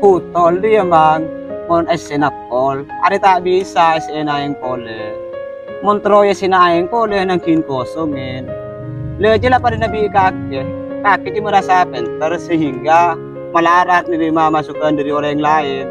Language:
Madurese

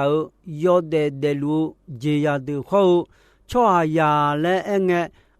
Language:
Akha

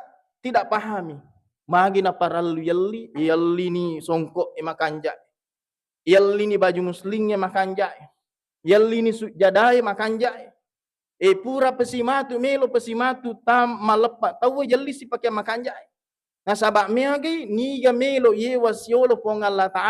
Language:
Buginese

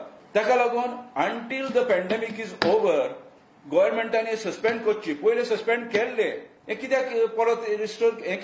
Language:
Konkani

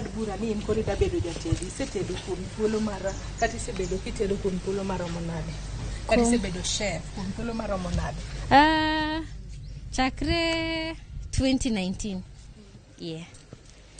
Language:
Luo (Kenya and Tanzania)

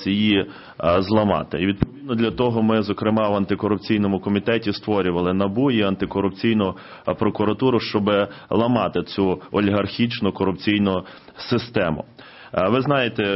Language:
Ukrainian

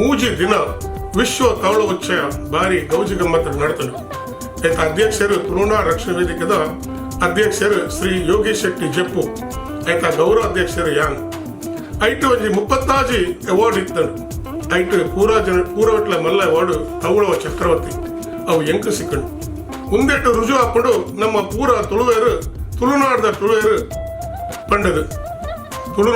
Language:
Tulu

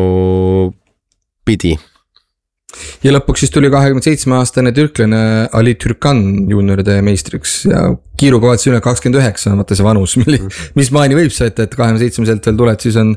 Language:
Estonian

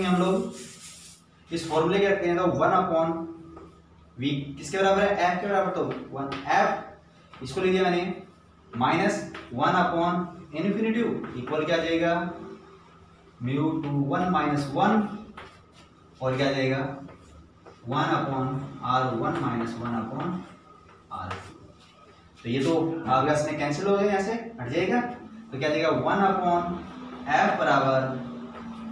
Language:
Hindi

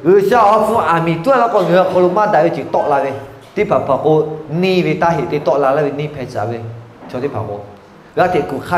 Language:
Lahu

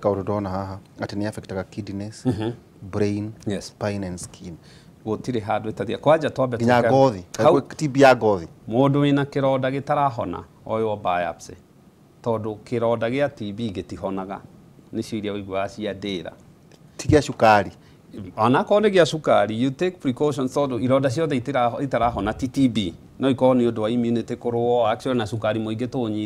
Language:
Kikuyu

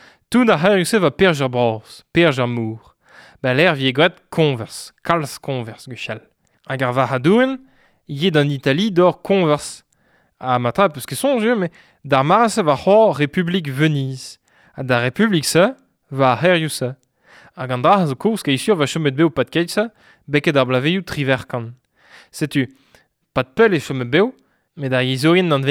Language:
Breton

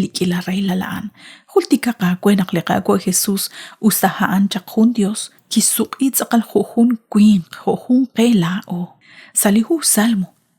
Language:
Kekchí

